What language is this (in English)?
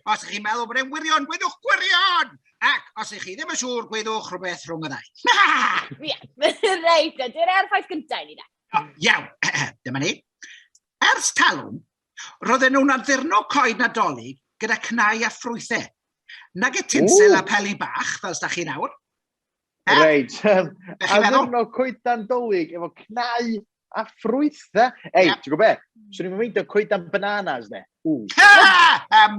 Welsh